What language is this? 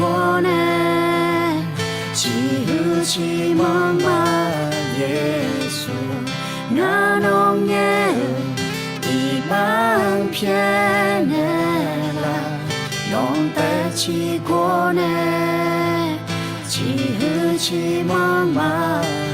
Akha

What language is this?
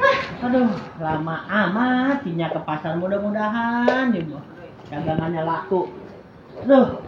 Betawi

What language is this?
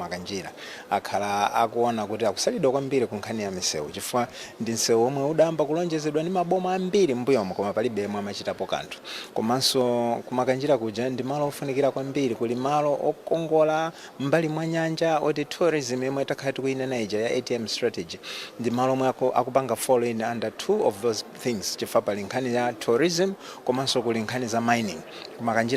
Nyanja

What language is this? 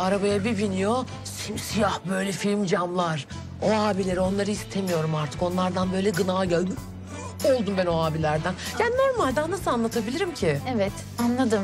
Turkish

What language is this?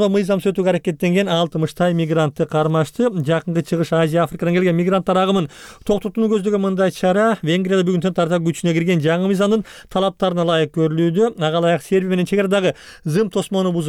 Kyrgyz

